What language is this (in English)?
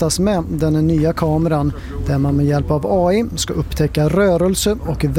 Swedish